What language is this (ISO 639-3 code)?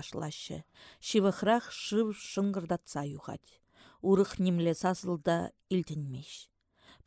chv